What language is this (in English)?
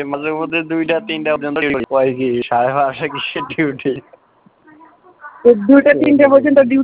Bangla